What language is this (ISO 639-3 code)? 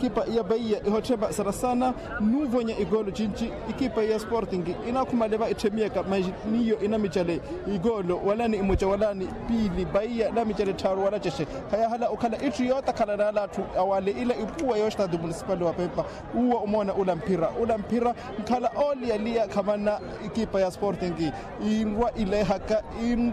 vmw